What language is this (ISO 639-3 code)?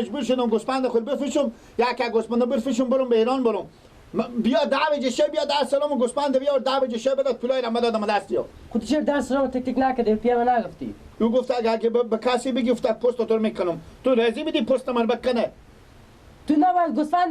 fas